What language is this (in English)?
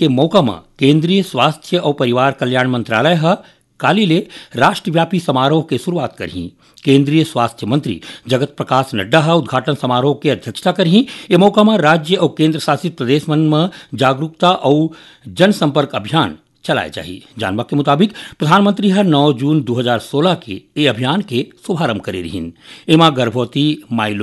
Chhattisgarhi